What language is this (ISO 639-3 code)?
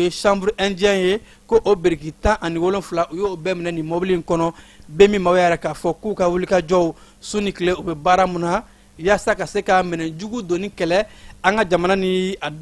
bam